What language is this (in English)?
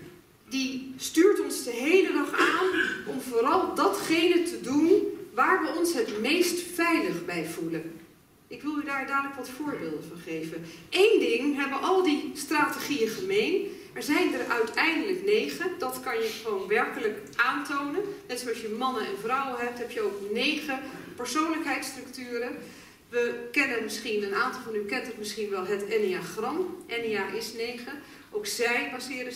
Dutch